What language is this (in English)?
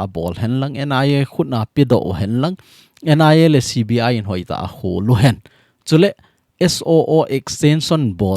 Thado Chin